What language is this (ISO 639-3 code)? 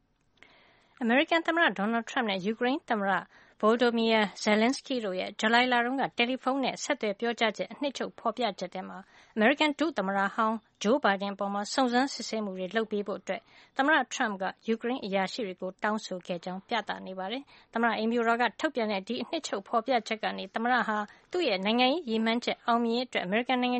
mya